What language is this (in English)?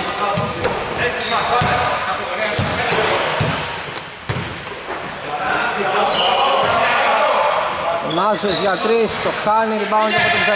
Greek